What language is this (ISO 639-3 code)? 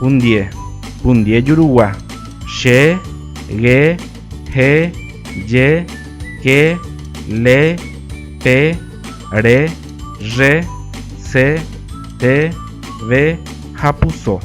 grn